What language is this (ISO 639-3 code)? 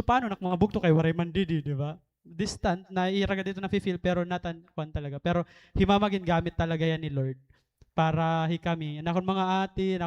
war